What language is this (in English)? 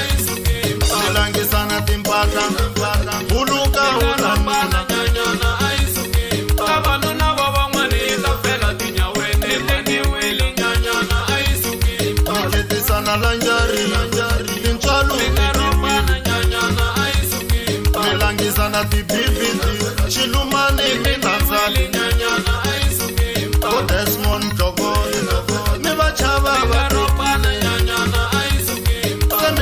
Tsonga